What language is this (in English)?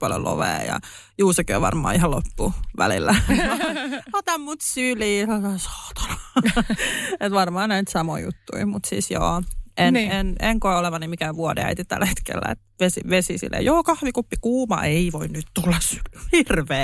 Finnish